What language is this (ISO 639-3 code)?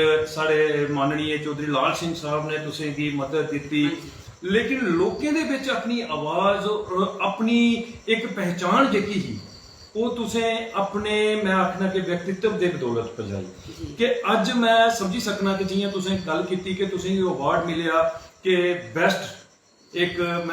doi